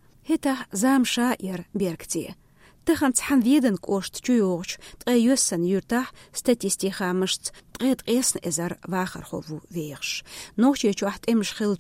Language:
Chechen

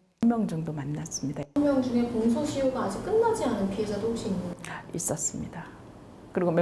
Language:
Korean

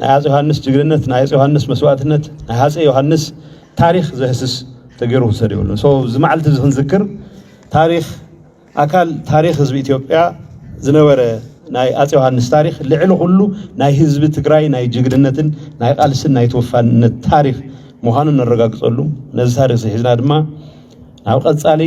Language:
Tigrinya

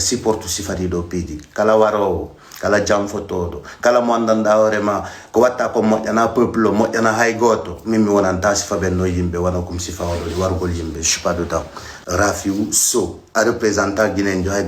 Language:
Fula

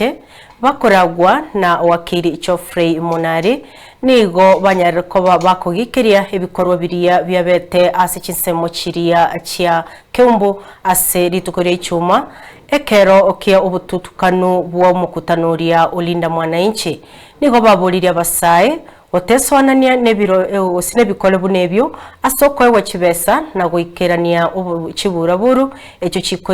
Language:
Gusii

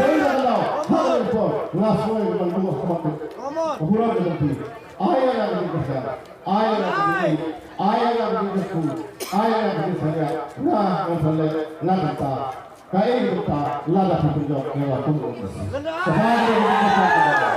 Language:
Khasi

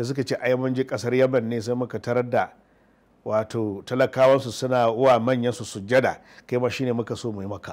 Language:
Hausa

